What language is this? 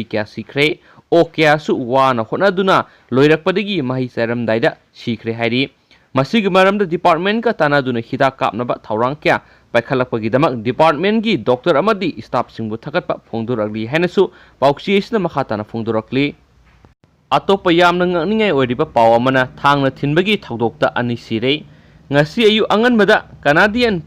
Manipuri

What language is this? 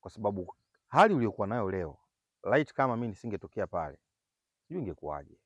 Swahili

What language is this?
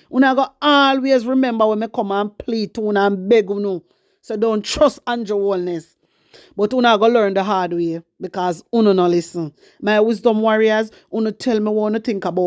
Jamaican Creole English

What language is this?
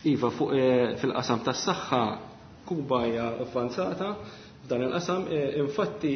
Maltese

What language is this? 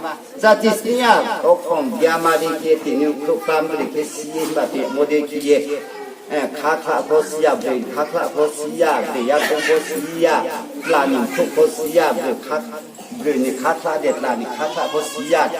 Riang (India)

